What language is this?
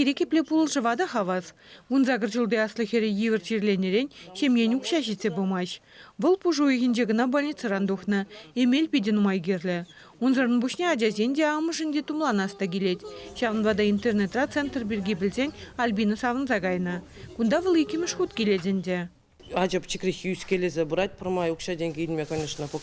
Chuvash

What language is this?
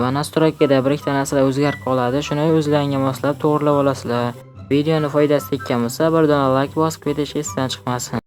Uzbek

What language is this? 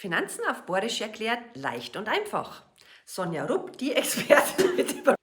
Bavarian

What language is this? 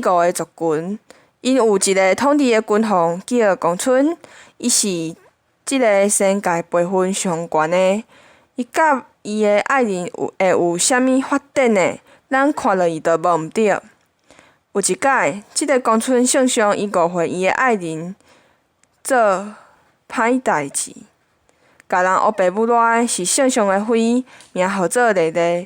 Min Nan Chinese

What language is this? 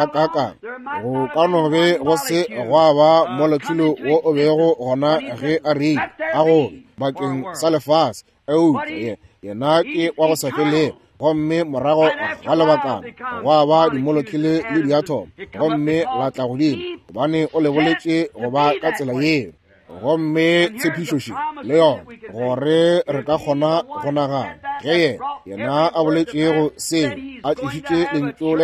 Northern Sotho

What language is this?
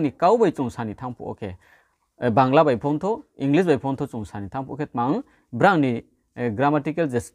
Riang (India)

